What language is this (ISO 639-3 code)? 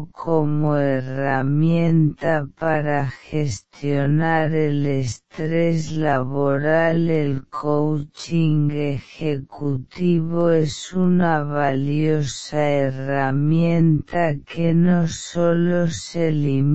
spa